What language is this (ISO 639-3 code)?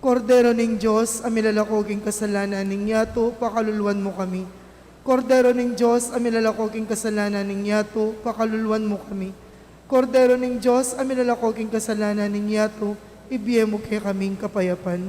pam